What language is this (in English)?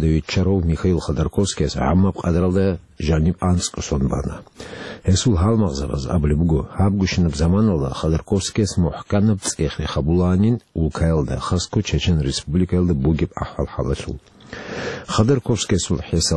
Avaric